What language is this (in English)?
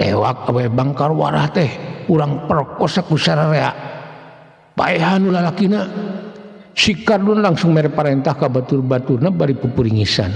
Sundanese